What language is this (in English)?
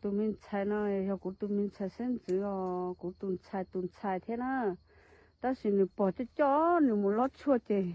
Hmong